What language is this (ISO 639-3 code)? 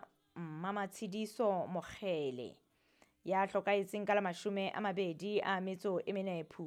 sot